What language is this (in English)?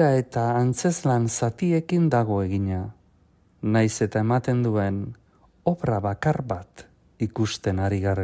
Basque